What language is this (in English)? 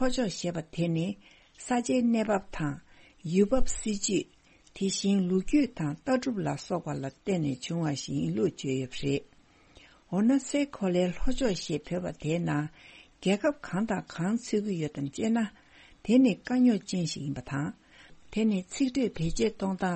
Tibetan